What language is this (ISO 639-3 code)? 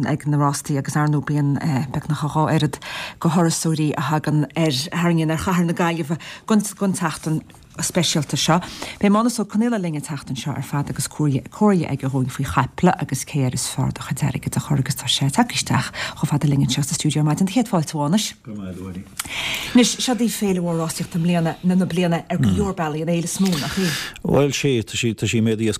gle